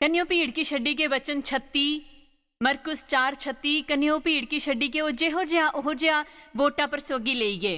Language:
Dogri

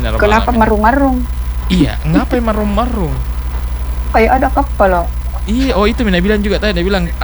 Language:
Indonesian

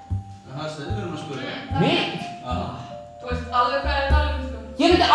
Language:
Icelandic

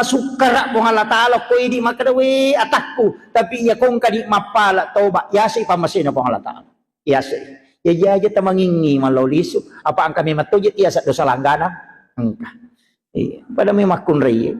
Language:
Buginese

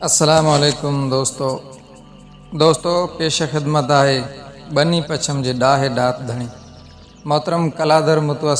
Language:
Sindhi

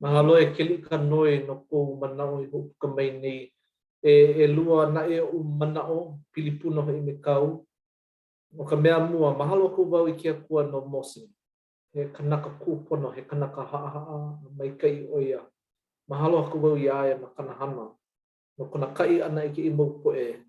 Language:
Hawaiian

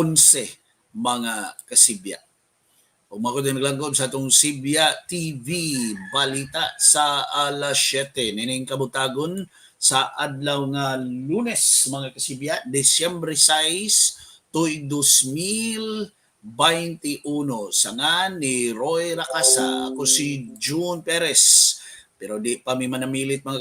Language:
Cebuano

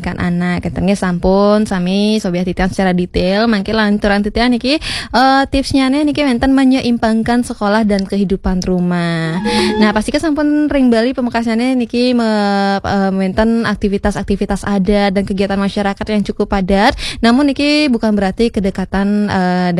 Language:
Balinese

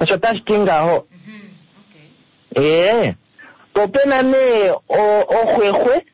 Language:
Kuanyama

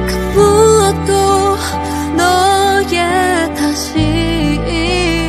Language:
Korean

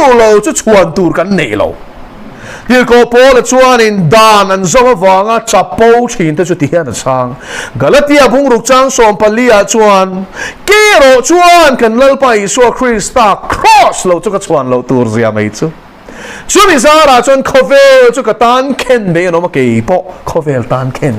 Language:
Mizo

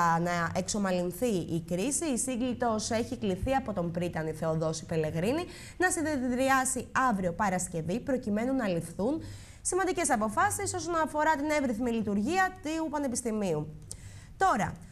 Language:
Greek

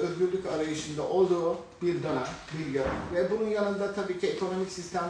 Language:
Turkish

